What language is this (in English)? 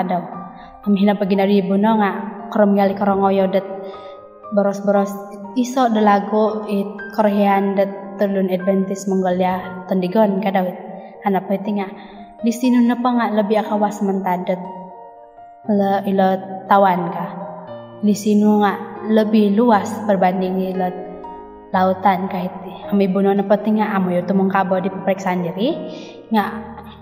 Central Dusun